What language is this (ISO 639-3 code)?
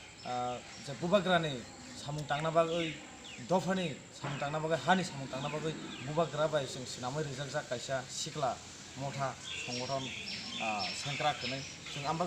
trp